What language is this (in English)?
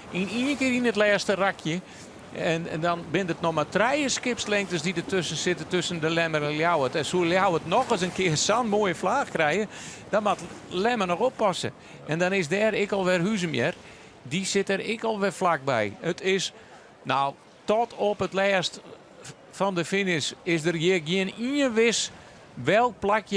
Western Frisian